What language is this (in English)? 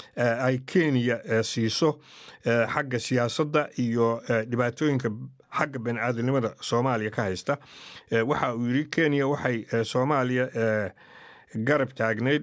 Somali